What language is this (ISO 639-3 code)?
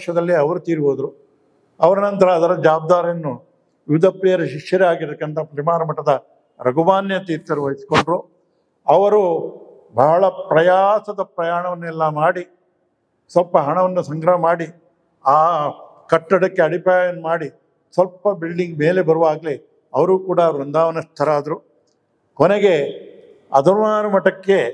kan